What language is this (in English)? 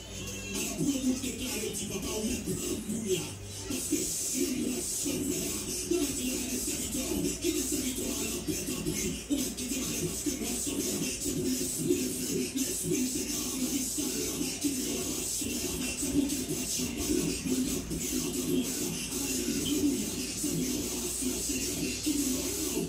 Haitian Creole